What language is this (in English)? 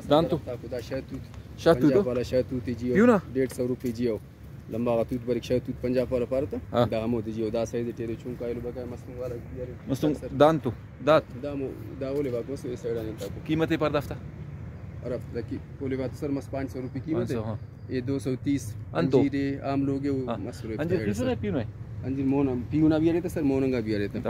Brahui